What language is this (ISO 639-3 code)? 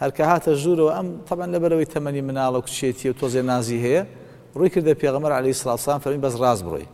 ckb